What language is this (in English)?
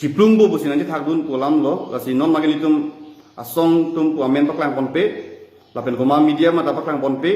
Karbi